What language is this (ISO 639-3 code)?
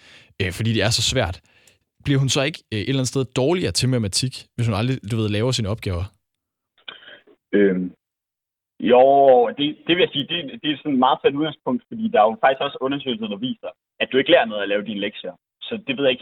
dan